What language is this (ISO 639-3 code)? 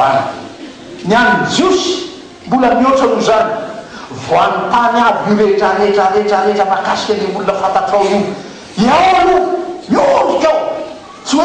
mlg